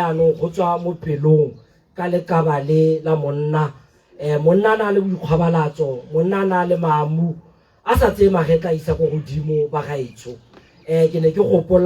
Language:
Tswana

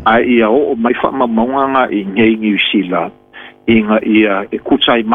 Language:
Samoan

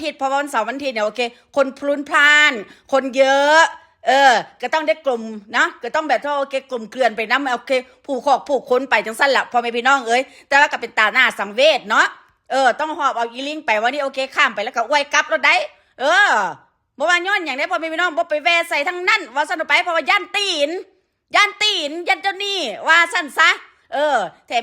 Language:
Northeastern Thai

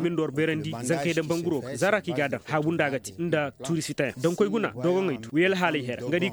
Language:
Koyraboro Senni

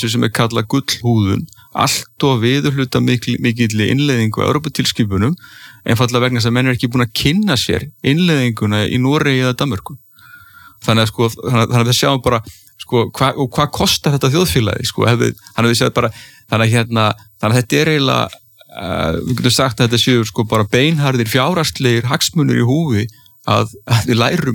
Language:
Icelandic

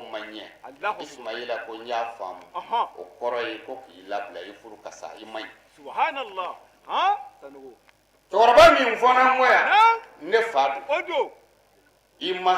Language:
Bambara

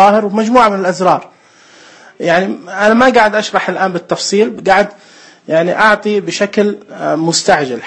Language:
Najdi Arabic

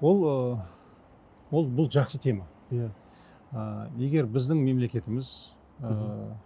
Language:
Kazakh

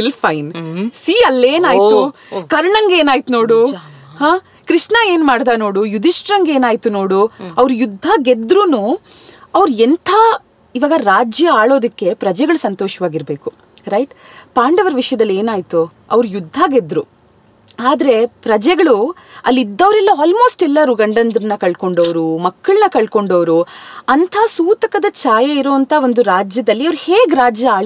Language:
Kannada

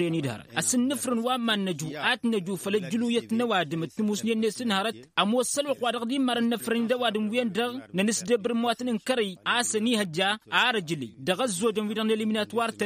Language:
Tamasheq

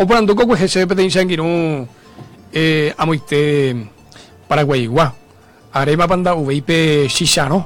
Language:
Guarani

